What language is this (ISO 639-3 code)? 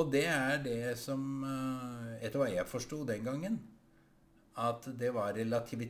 nor